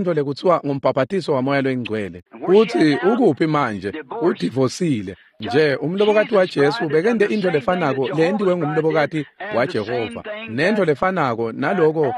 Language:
Swati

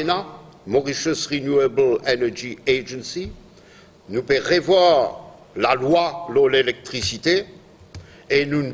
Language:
Morisyen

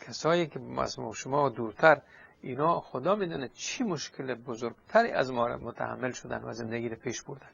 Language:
Persian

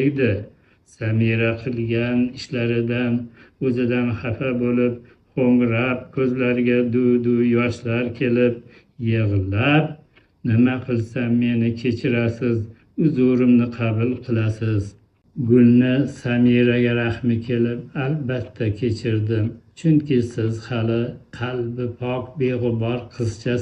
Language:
Uzbek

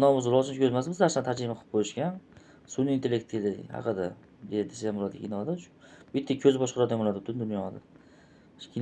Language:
Uzbek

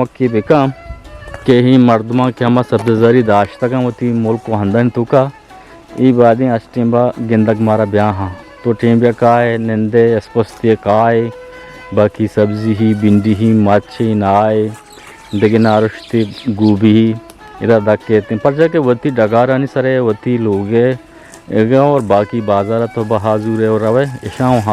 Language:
Baluchi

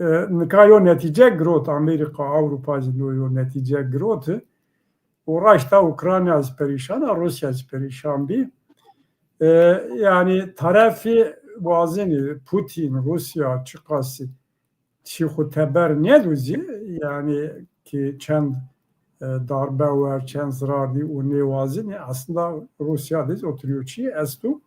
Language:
Zaza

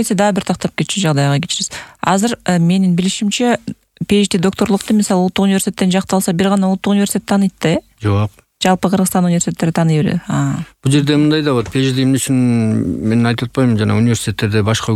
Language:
Kyrgyz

